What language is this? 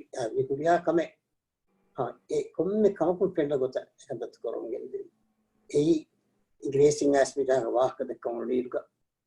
Divehi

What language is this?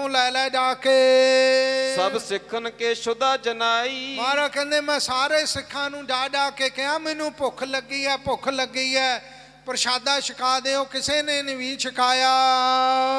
Punjabi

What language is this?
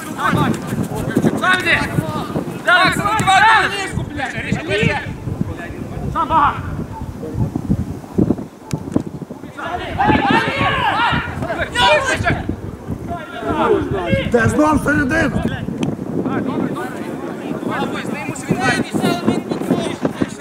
Ukrainian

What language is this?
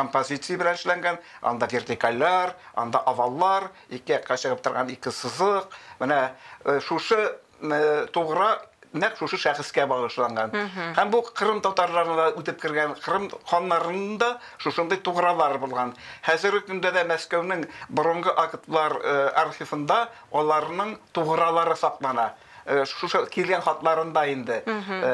Tatar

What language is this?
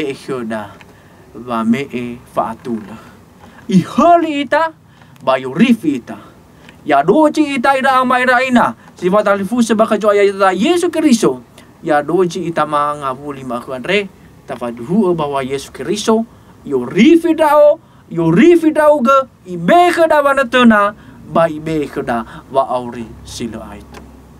Nias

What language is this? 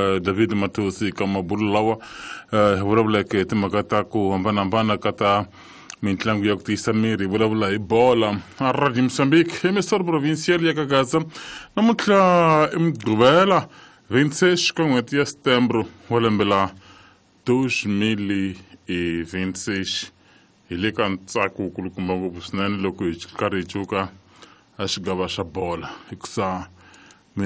Tsonga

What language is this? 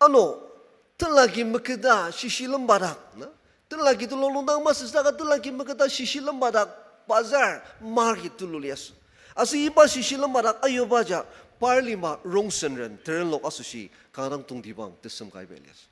Ao Naga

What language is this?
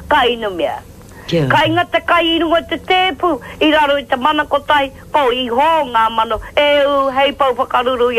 Māori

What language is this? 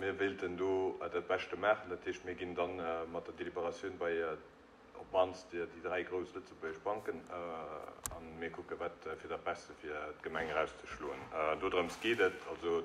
Luxembourgish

